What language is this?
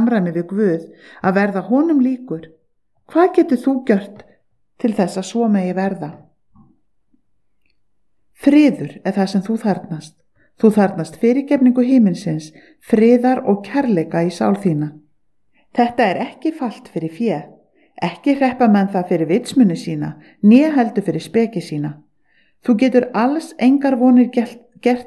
Icelandic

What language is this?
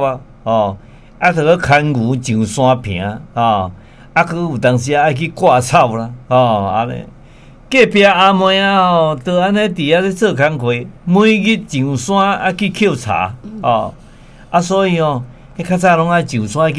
Min Nan Chinese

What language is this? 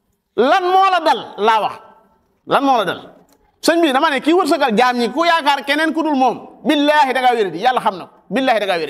Wolof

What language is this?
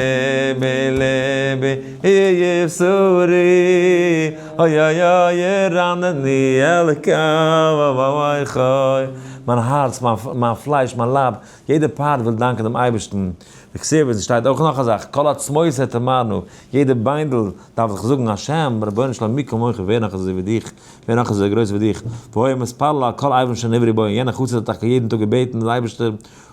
Yiddish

